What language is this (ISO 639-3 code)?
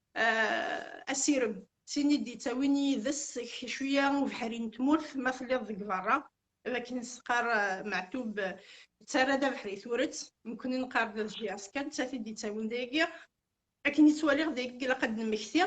kab